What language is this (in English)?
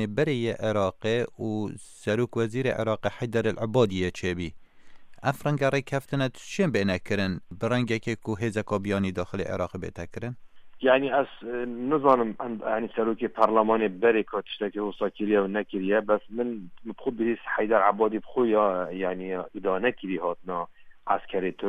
Kurdish